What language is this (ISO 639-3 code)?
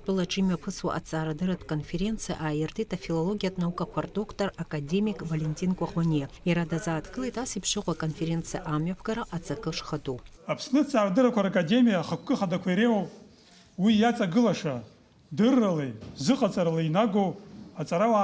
abk